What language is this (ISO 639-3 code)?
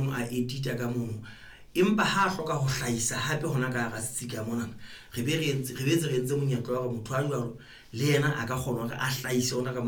sot